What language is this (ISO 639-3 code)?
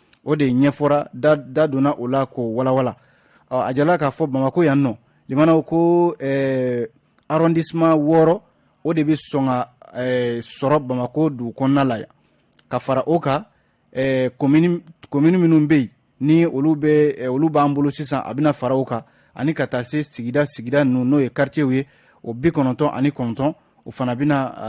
bam